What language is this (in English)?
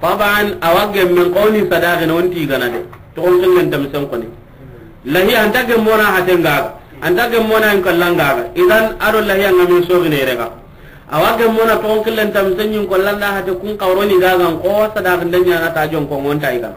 Soninke